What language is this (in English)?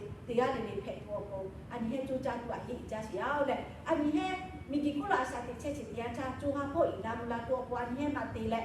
Lahu